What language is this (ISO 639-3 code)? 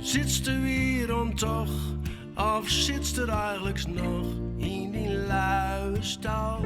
fry